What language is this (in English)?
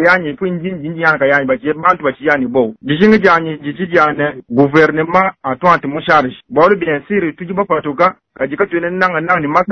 Luba-Lulua